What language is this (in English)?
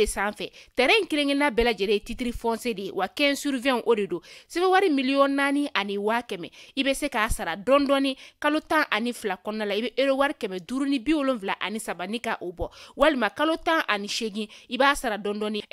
Bambara